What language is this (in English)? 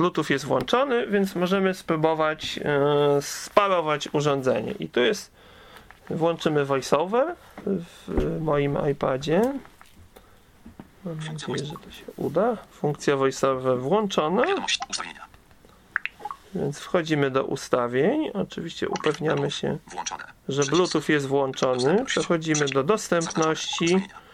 Polish